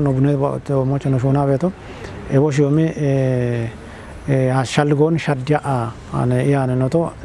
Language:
Kafa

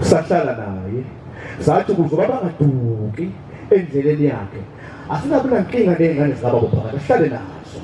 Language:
Zulu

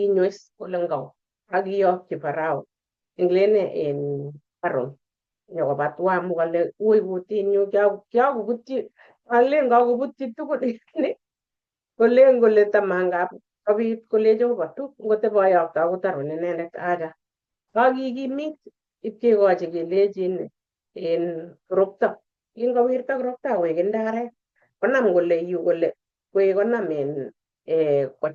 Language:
Kalenjin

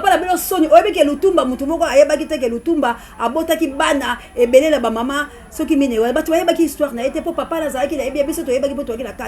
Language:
Lingala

